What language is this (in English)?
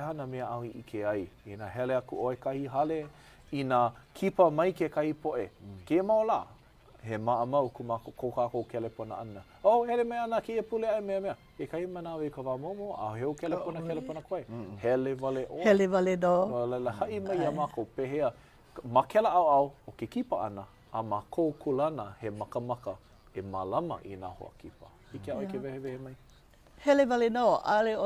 Hawaiian